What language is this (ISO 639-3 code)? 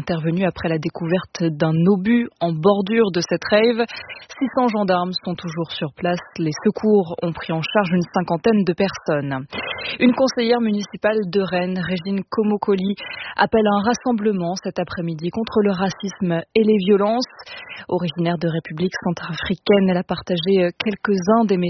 fra